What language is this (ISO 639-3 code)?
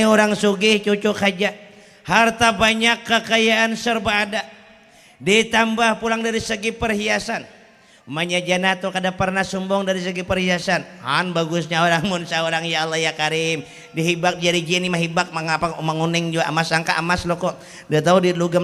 bjn